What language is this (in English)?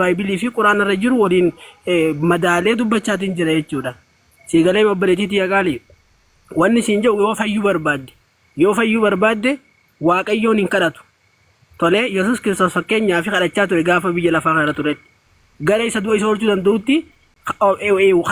Oromo